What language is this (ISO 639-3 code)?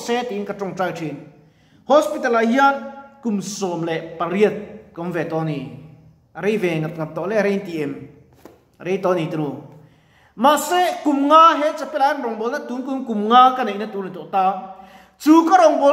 lus